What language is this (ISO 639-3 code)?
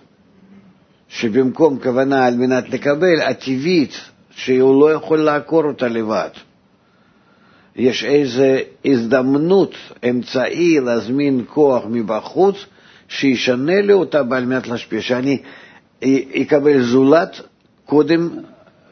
heb